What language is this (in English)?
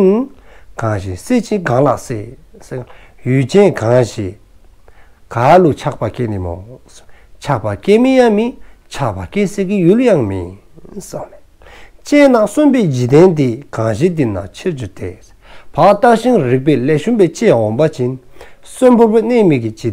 Dzongkha